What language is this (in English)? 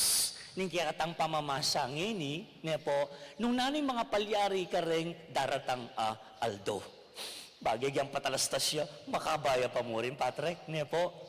Pampanga